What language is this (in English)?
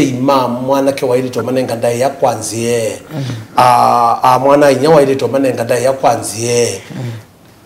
Kamba